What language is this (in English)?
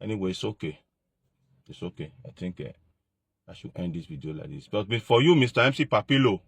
Nigerian Pidgin